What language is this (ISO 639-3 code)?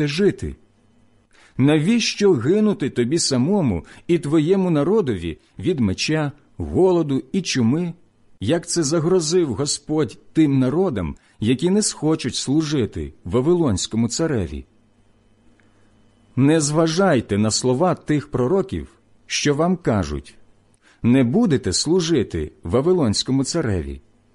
ukr